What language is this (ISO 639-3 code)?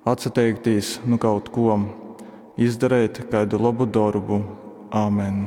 ltg